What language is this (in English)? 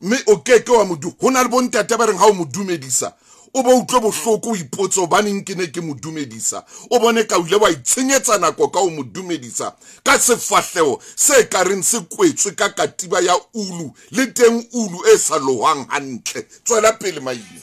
Southern Sotho